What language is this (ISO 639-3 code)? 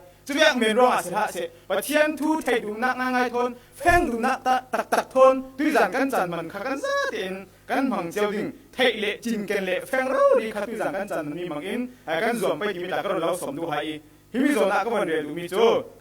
cfm